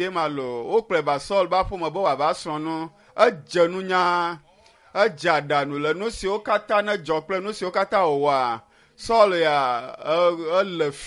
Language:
Ewe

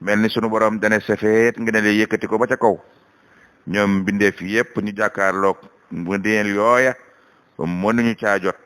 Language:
Wolof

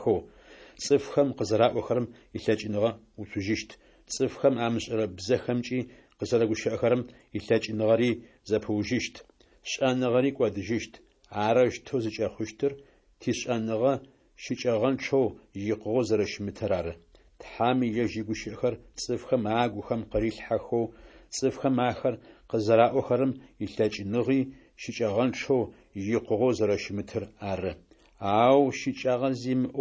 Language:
Adyghe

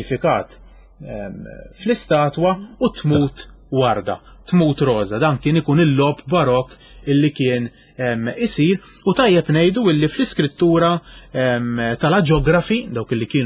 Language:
Maltese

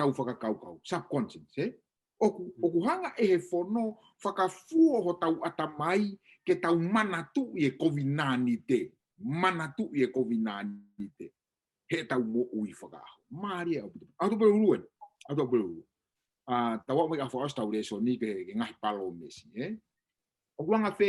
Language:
Tongan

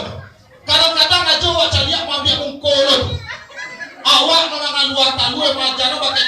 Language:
Minangkabau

